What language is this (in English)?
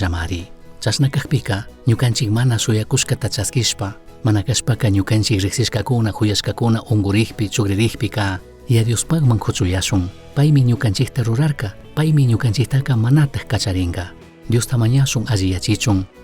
Chimborazo Highland Quichua